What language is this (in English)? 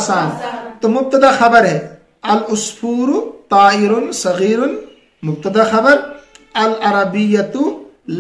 Urdu